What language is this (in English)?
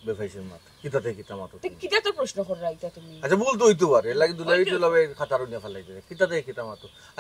Sylheti